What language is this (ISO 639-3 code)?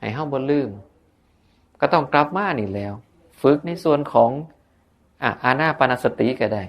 tts